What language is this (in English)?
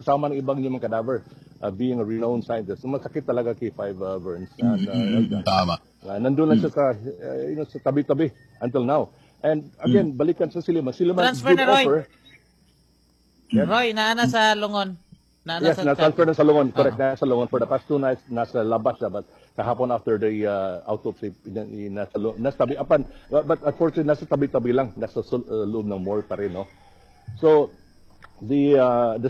Filipino